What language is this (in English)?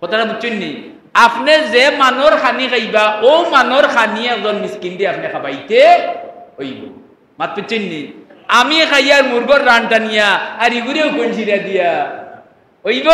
Sylheti